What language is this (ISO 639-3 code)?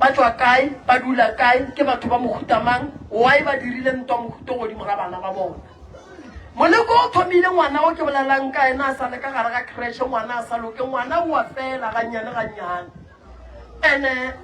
nso